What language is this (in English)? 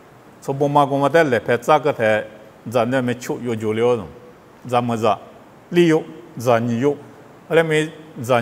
Lisu